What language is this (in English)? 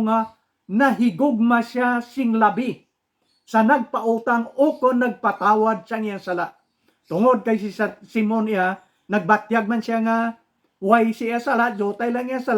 Hiligaynon